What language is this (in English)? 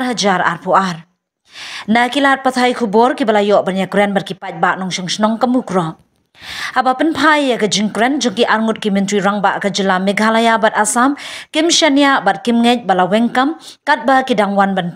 Khasi